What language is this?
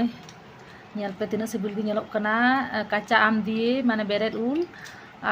Santali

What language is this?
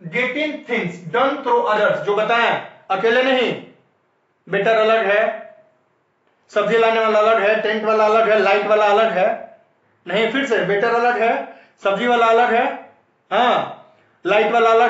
Hindi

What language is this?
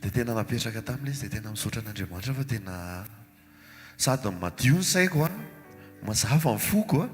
Malagasy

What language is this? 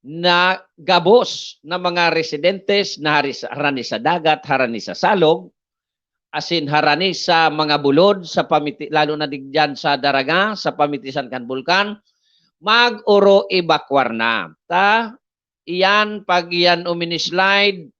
Bikol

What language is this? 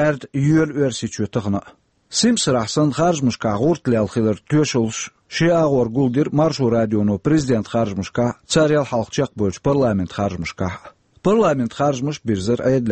Chechen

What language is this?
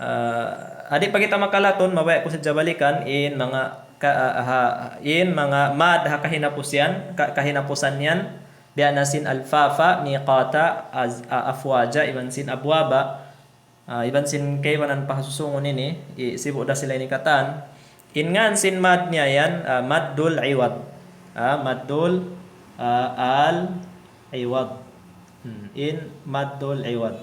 Tausug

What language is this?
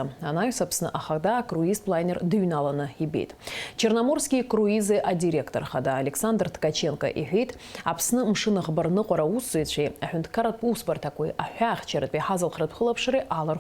Abkhazian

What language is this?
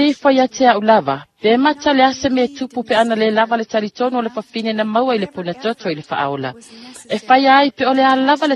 Samoan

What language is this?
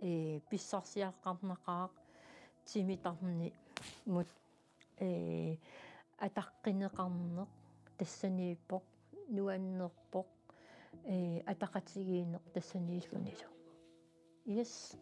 Kalaallisut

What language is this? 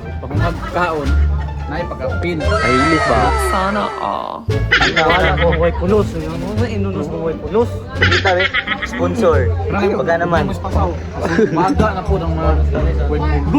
Cebuano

